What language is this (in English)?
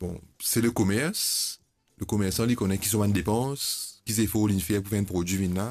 Morisyen